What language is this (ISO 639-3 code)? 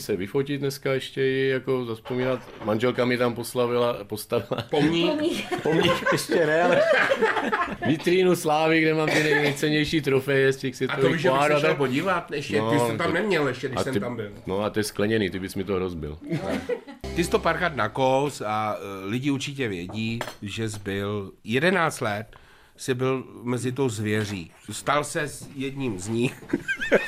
ces